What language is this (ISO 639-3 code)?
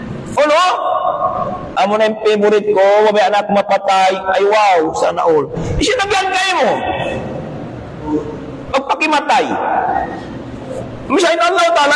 tsg